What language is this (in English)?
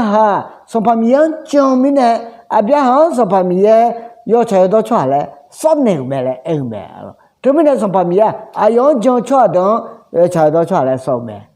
Akha